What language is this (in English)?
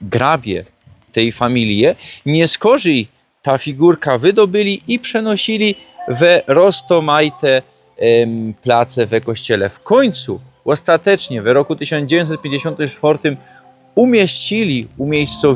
Silesian